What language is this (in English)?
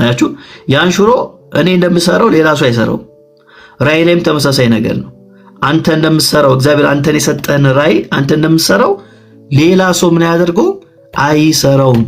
Amharic